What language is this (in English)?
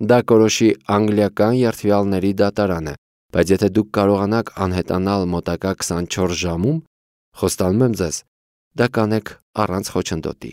Armenian